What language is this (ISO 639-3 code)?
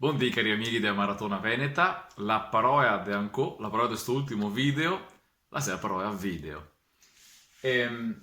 vec